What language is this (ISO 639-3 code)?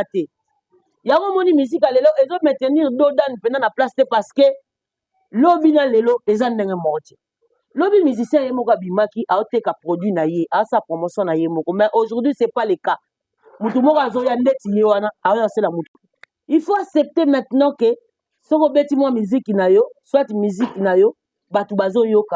lin